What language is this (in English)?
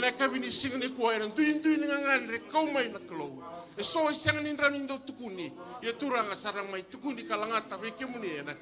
Fijian